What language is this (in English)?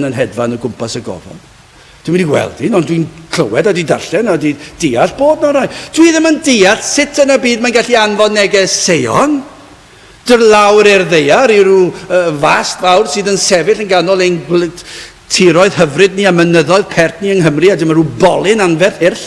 Welsh